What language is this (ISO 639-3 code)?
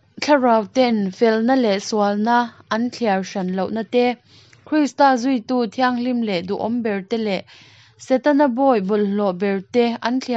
lus